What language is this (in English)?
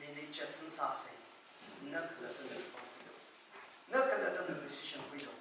Tangkhul Naga (India)